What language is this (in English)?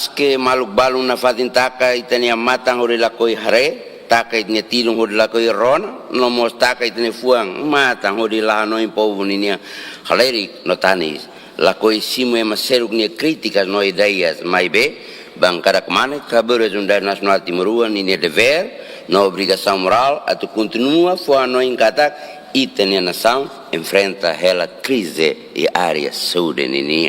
Tetum